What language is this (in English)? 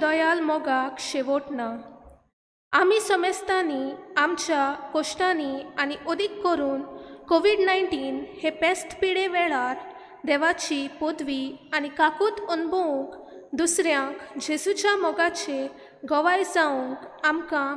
Konkani